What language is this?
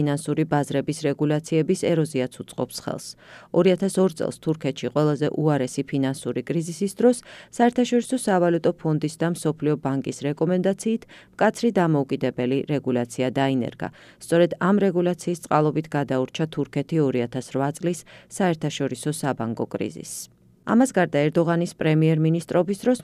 Georgian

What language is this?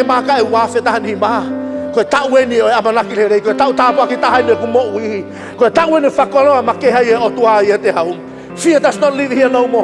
Tongan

